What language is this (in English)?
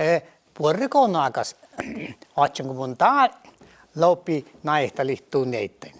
Northern Sami